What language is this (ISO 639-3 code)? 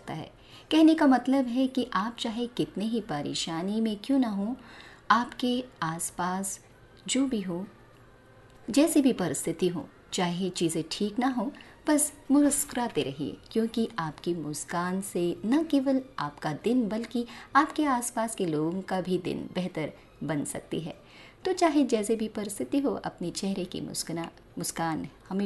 hin